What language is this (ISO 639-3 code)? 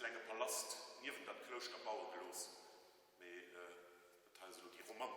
ltz